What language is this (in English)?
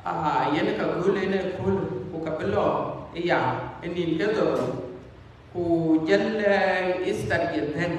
Dinka